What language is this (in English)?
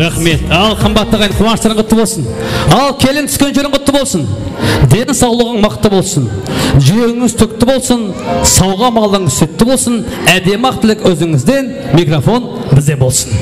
Kara-Kalpak